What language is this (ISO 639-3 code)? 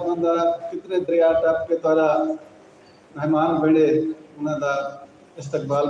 skr